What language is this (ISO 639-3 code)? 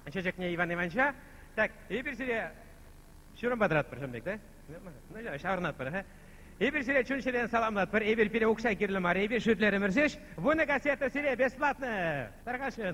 chv